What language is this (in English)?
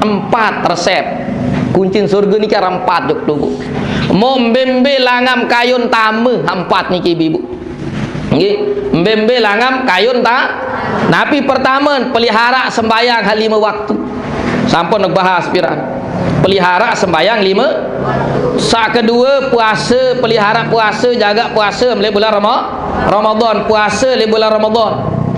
Sasak